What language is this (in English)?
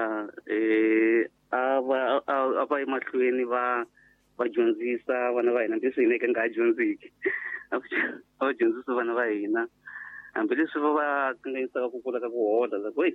Tsonga